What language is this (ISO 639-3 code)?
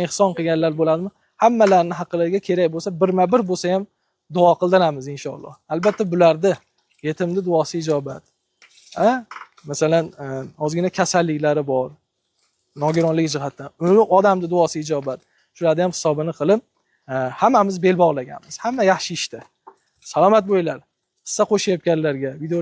uzb